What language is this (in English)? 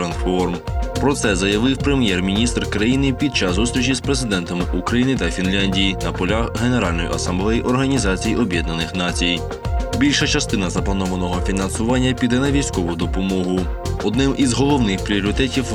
Ukrainian